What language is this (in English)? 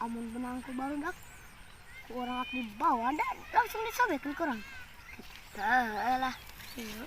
Sundanese